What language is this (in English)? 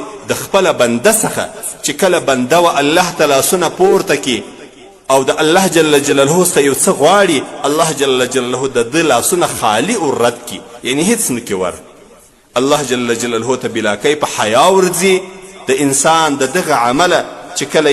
Pashto